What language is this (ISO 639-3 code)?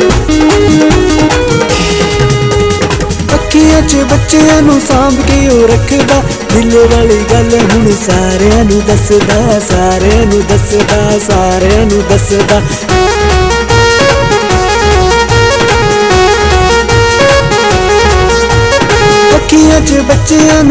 pan